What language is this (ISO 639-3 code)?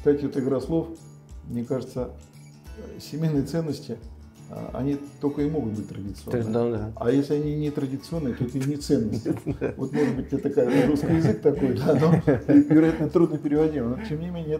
rus